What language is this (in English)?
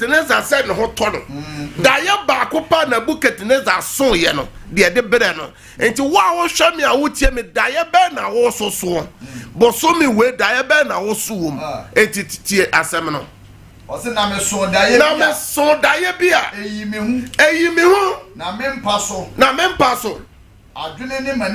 Akan